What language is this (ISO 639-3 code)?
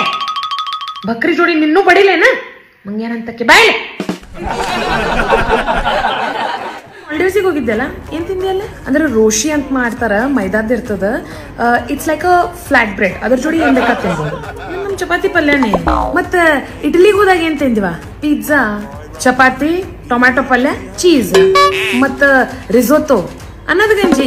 kan